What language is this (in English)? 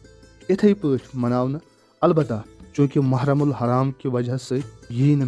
Kashmiri